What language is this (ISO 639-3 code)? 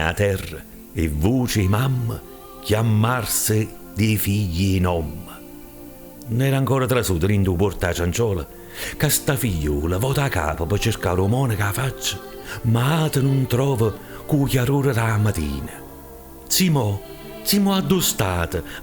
nap